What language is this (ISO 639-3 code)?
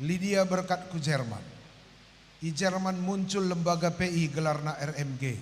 btx